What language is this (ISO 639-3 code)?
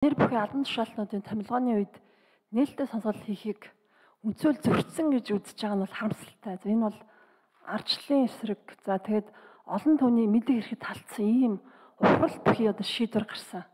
mon